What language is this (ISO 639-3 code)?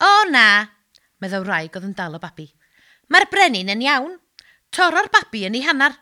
cym